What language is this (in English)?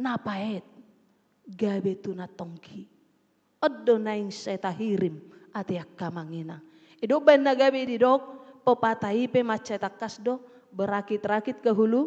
Batak Toba